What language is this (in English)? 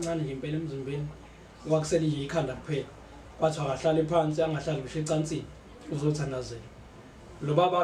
Zulu